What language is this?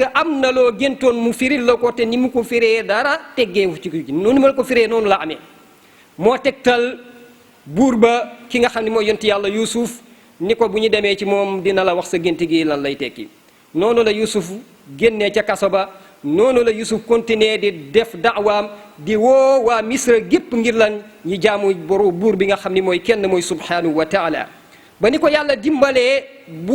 Wolof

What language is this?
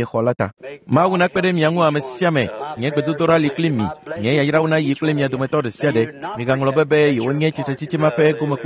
Ewe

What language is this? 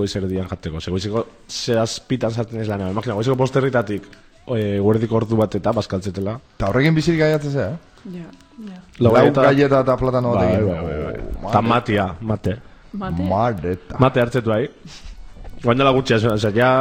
Basque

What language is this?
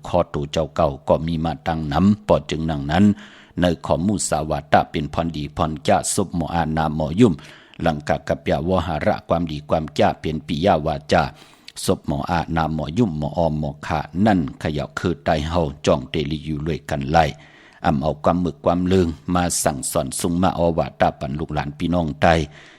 Shan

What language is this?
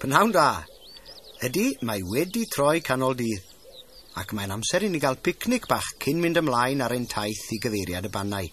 Welsh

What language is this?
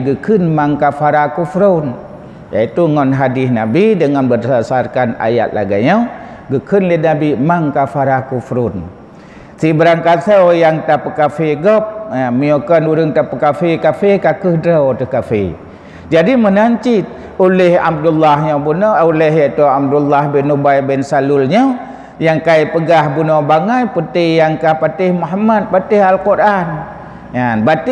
Achinese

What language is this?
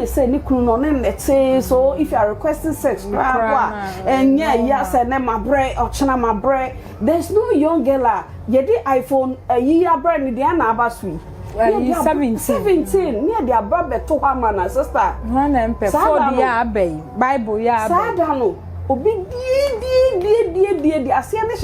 Akan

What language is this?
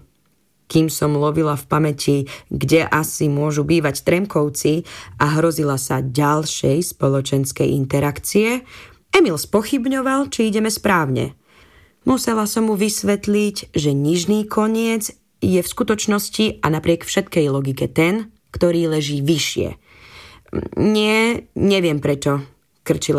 Slovak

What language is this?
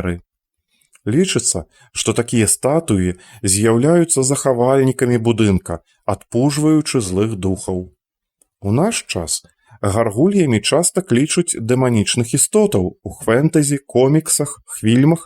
Belarusian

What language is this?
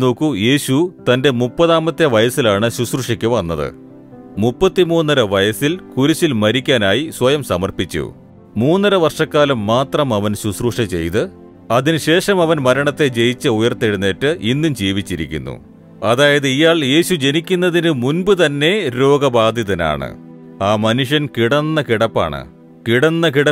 Malayalam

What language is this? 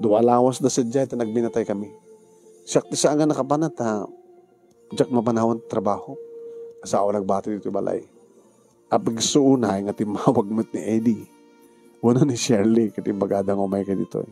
Iloko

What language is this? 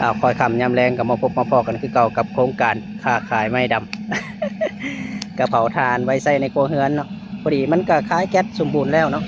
Lao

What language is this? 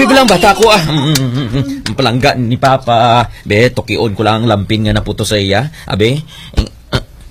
Hiligaynon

